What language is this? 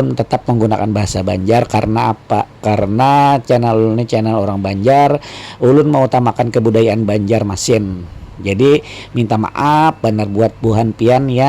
Banjar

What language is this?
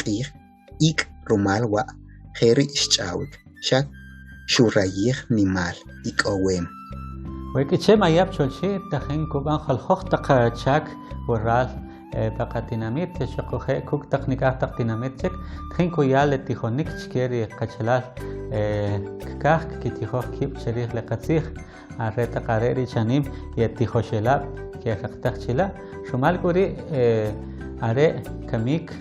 Kʼicheʼ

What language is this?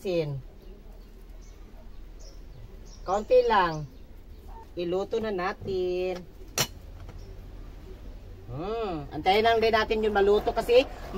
Filipino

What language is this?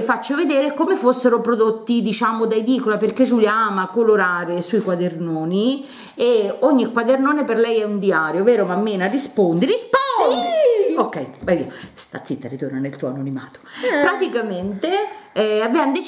Italian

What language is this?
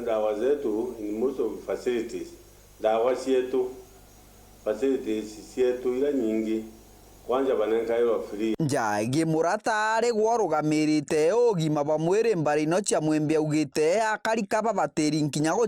Meru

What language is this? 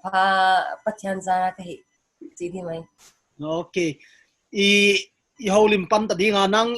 Paite Chin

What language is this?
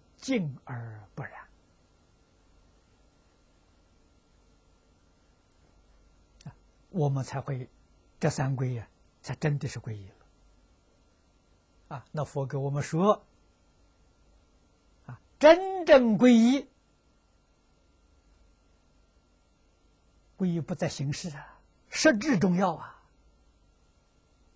Chinese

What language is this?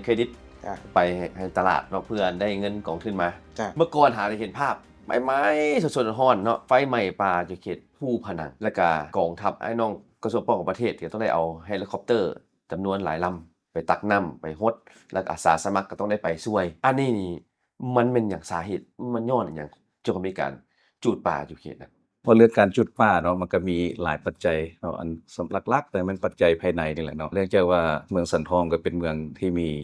Lao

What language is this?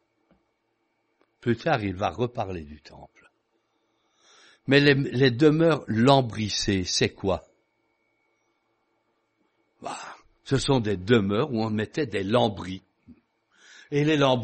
French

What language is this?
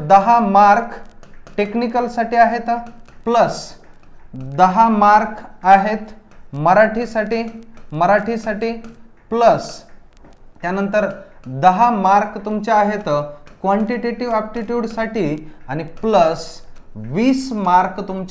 Marathi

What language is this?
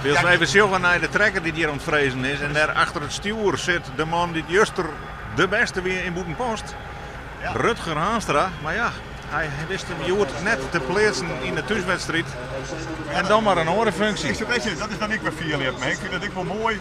Western Frisian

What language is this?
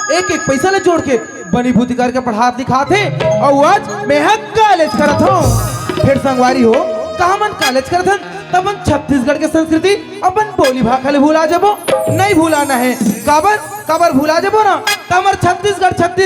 Chhattisgarhi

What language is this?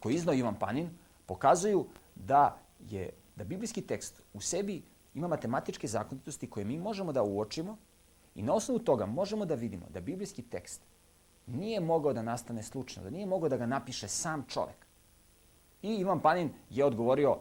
Serbian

